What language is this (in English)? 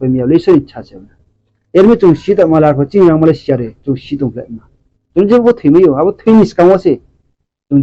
Riang (India)